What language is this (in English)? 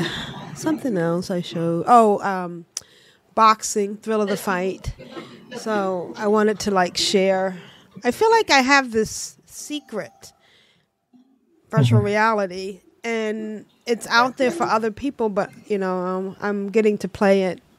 English